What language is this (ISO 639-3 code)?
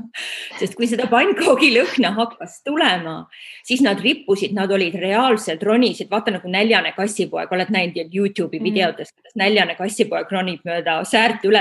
est